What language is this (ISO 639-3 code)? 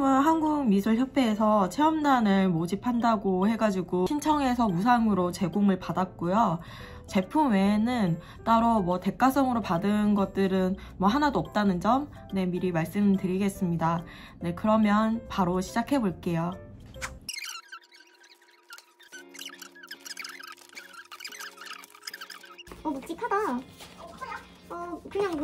kor